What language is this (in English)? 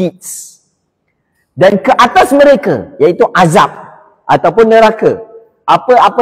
Malay